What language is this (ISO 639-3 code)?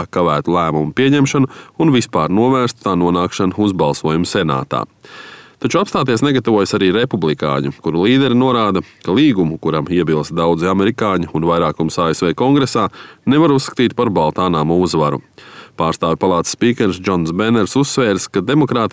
lav